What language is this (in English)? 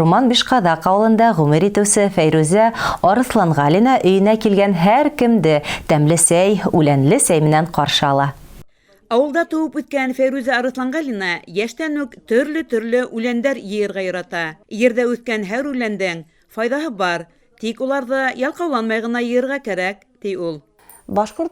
Bashkir